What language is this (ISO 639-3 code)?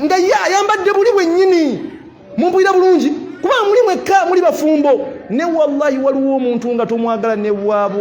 lug